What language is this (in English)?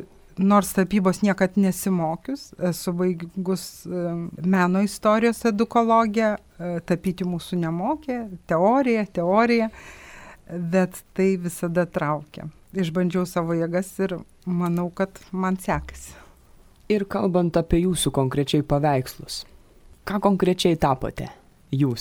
Lithuanian